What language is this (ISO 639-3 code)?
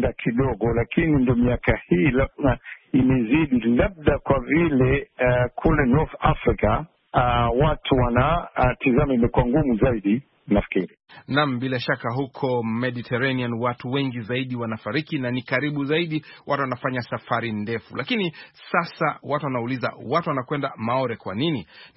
swa